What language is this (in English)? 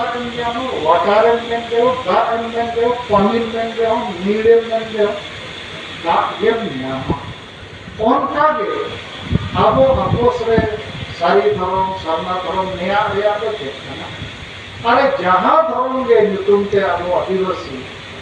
Santali